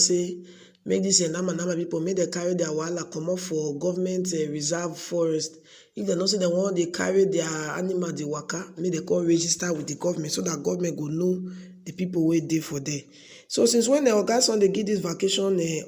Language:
Nigerian Pidgin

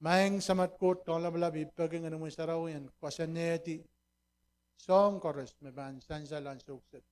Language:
Pohnpeian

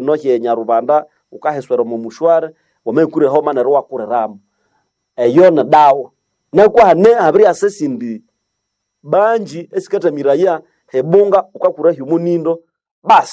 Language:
Nande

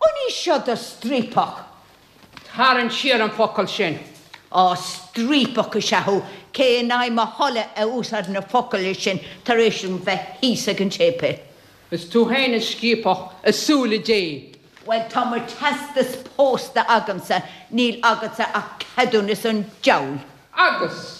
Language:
Irish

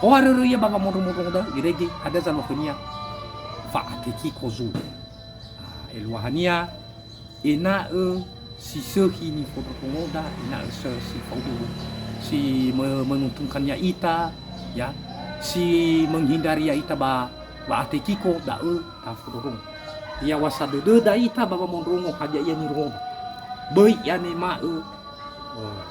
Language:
Nias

